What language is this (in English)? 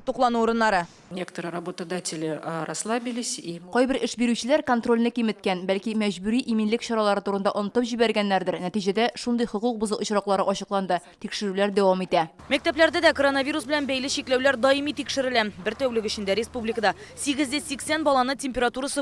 Tatar